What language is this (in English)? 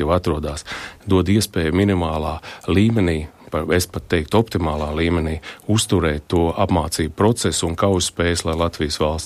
Latvian